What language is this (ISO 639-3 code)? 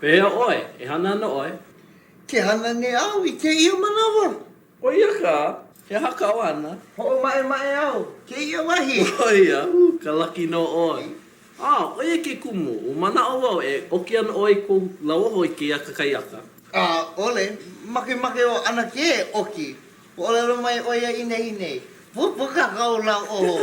haw